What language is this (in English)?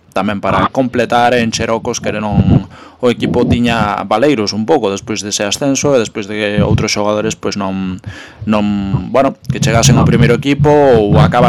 Galician